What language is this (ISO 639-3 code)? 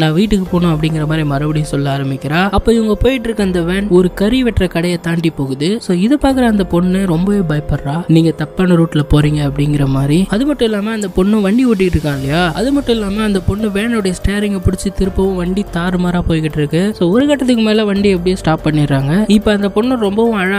tam